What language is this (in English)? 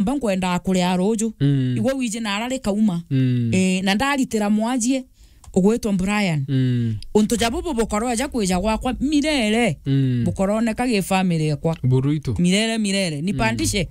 Meru